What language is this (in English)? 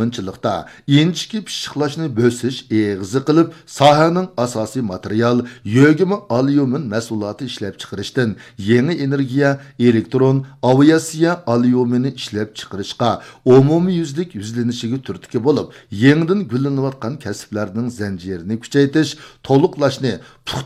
Uyghur